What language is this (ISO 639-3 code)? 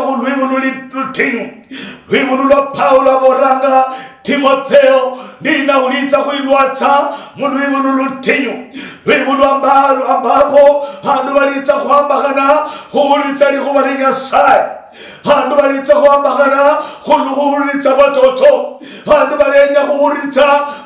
luy